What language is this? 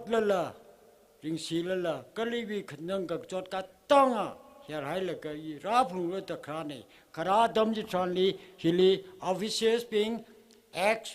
Tangkhul Naga (India)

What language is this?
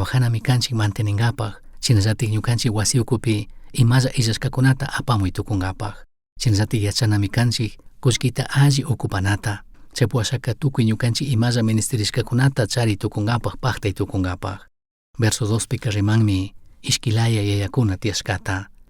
Chimborazo Highland Quichua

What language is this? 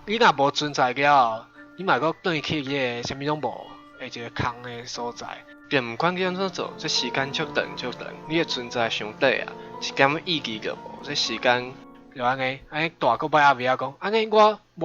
Min Nan Chinese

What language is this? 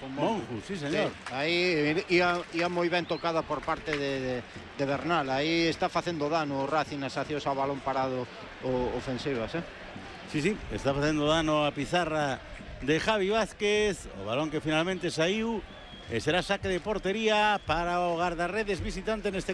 Galician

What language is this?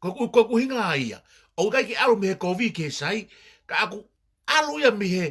Tongan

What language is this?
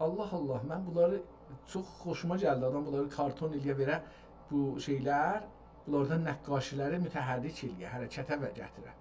South Azerbaijani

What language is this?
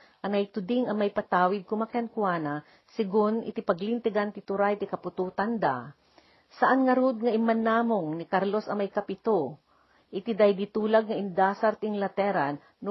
Iloko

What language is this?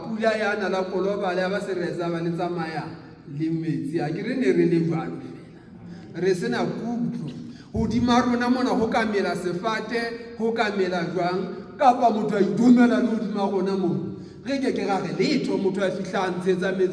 Southern Sotho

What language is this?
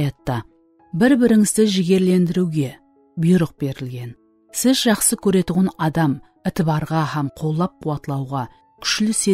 Kara-Kalpak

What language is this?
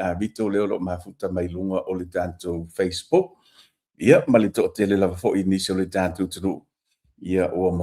Samoan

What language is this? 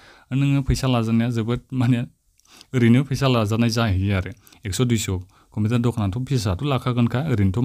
Bodo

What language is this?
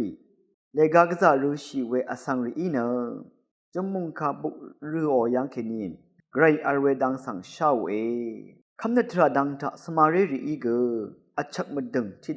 Rawang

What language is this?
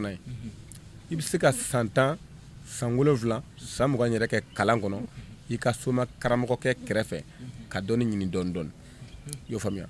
Bambara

